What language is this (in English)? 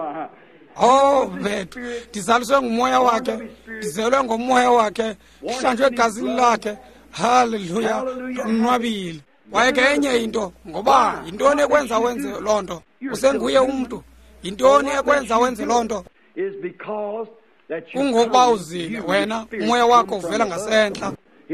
Xhosa